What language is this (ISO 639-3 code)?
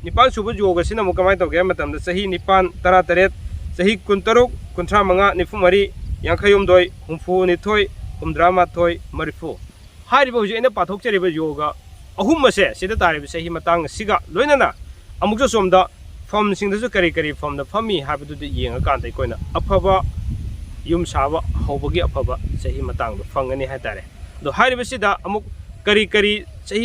mni